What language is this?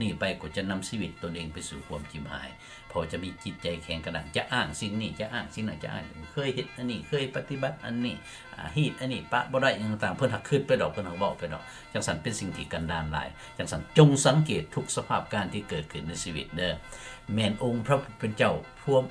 Lao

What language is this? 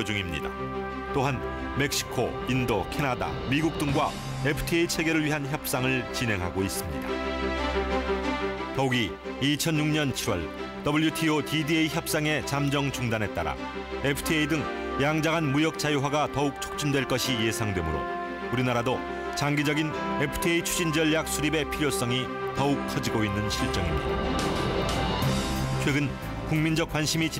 Korean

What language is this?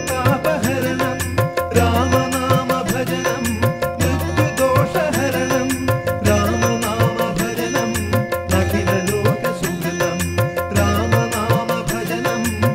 Malayalam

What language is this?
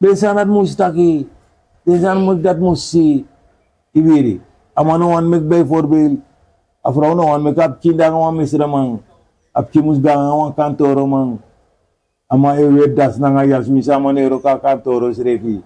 Sranan Tongo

